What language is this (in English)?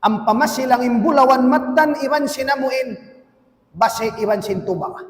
Tausug